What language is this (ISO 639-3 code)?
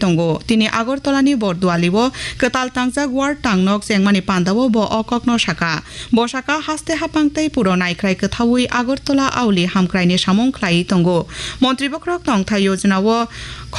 trp